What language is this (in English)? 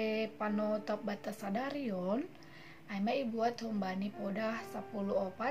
Batak Simalungun